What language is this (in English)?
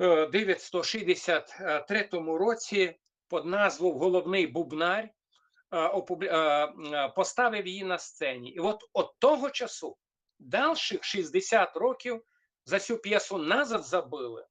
Rusyn